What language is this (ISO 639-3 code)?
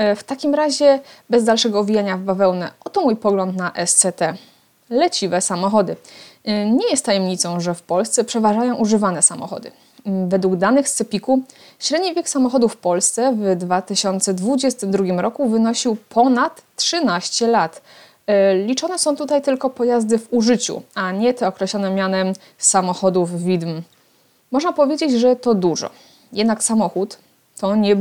pol